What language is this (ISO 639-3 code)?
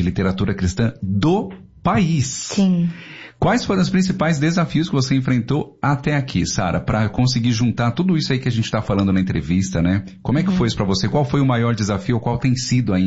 por